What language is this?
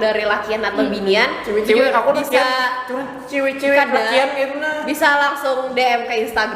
Banjar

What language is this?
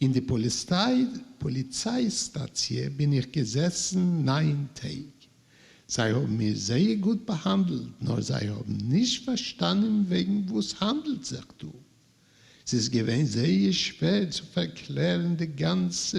Yiddish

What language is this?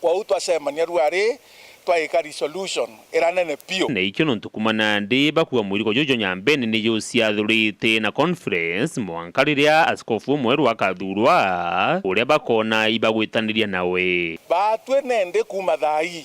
Meru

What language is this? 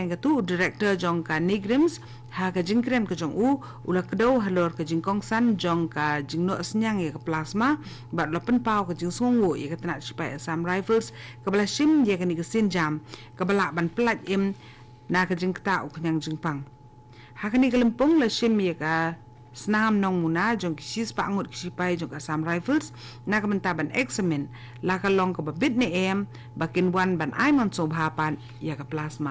Khasi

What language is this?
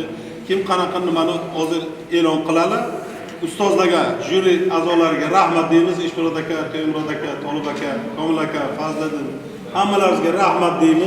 Uzbek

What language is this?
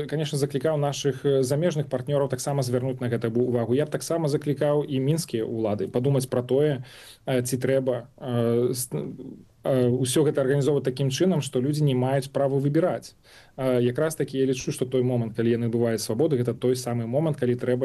Belarusian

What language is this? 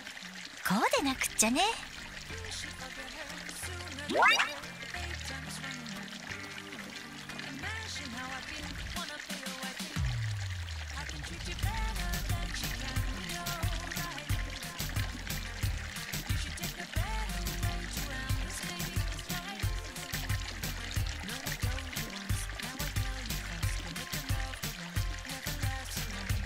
Japanese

